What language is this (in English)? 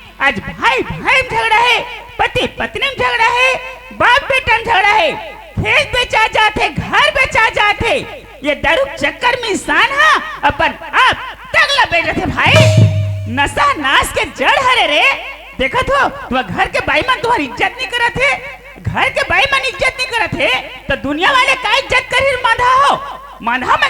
Chhattisgarhi